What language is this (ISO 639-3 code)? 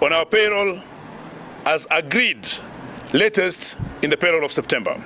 guz